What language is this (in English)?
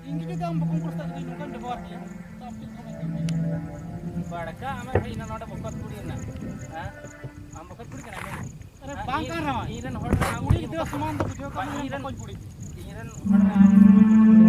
Santali